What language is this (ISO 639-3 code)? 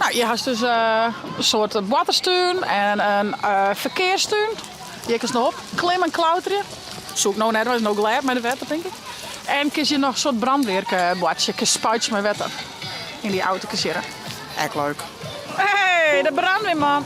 fry